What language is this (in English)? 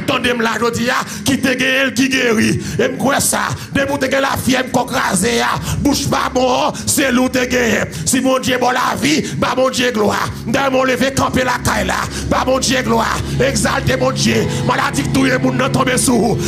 Haitian Creole